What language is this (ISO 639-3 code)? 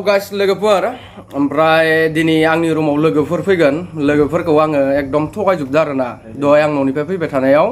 brx